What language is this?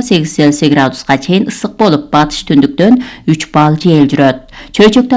Kyrgyz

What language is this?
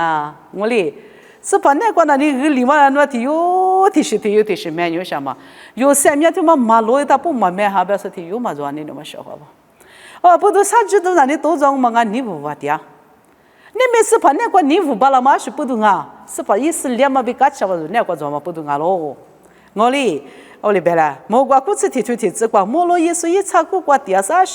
Lisu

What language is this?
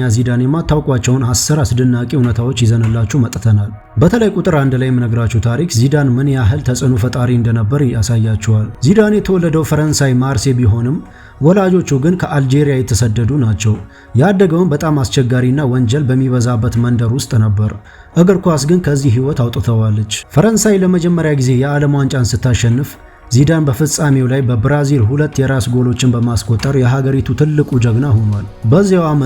Amharic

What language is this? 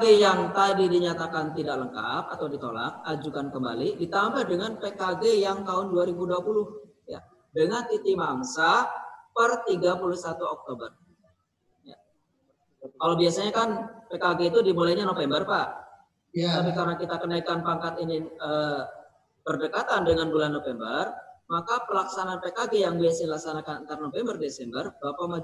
Indonesian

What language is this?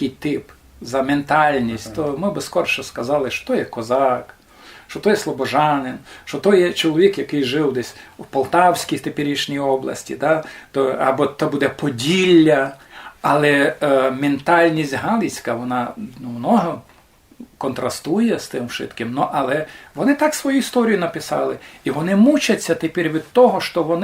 Rusyn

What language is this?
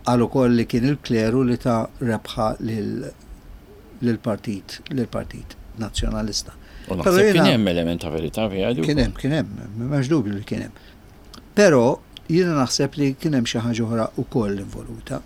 Maltese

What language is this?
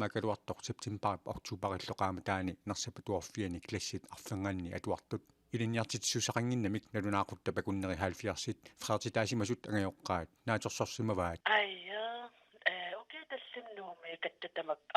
Kalaallisut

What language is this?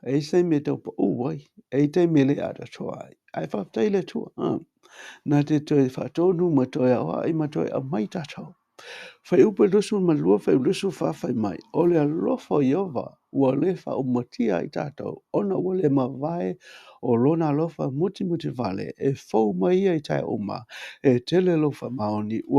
Samoan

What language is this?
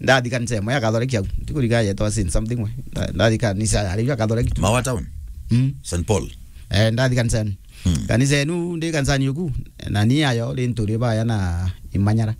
Meru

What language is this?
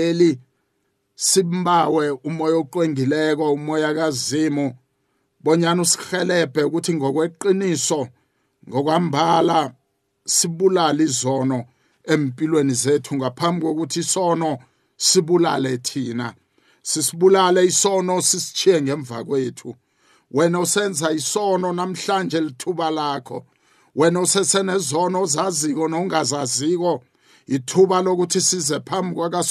South Ndebele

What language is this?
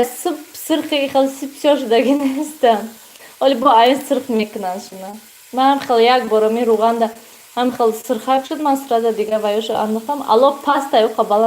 Tajik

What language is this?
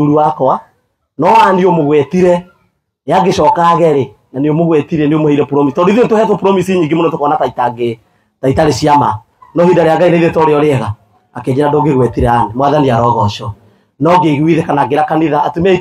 Kikuyu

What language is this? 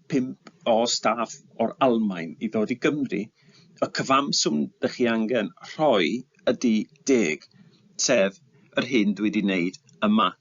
Welsh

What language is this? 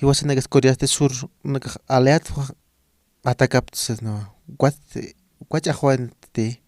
Aymara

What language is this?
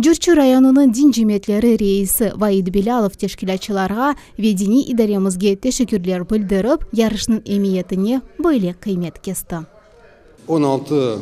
Crimean Tatar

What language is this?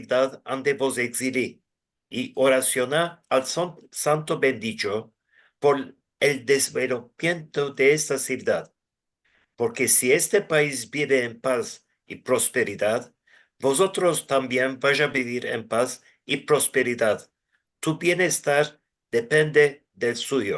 Ladino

